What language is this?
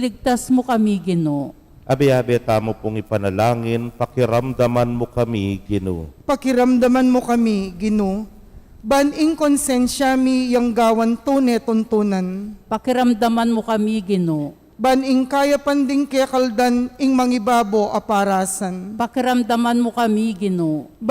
Pampanga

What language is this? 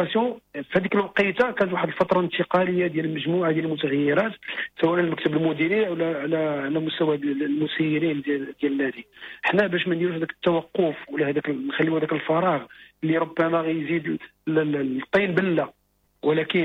Moroccan Arabic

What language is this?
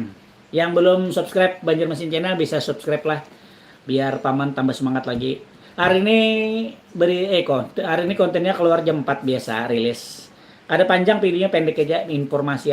Banjar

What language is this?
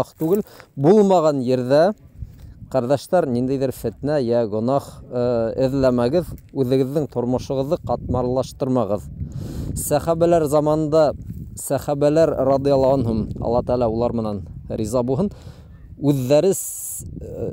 Bashkir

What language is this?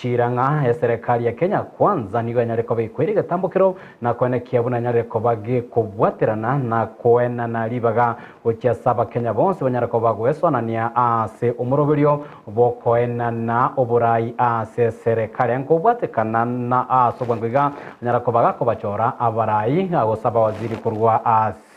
Gusii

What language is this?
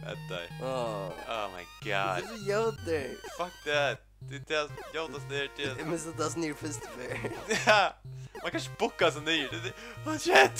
Faroese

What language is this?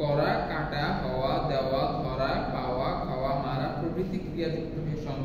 Bangla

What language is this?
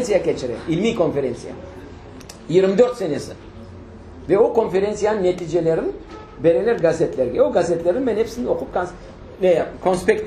Crimean Tatar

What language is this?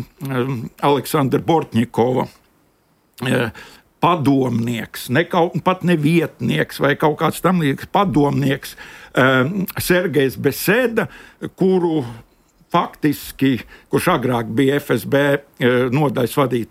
Latvian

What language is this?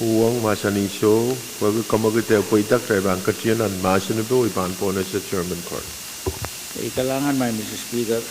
Pohnpeian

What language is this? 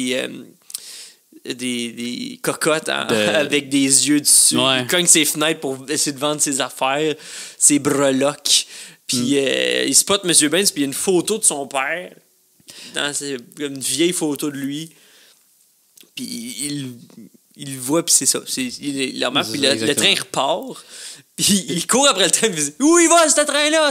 French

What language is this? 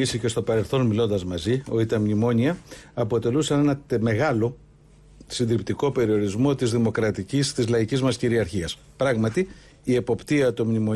Greek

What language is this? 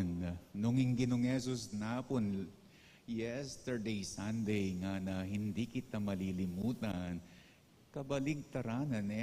Pampanga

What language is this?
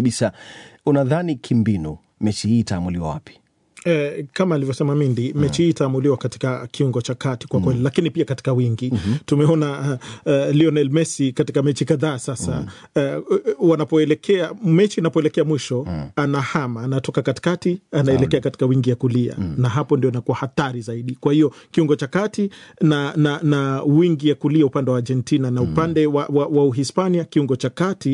Swahili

